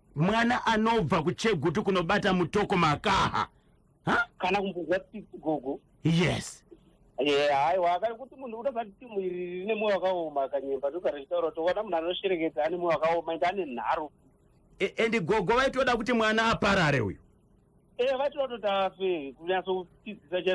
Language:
Shona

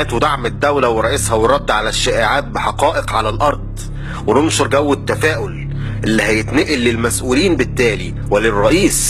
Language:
Egyptian Arabic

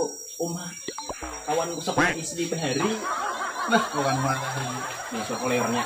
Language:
Banjar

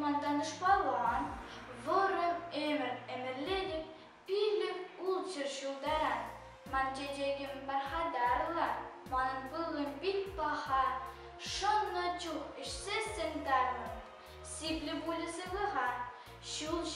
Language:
Chuvash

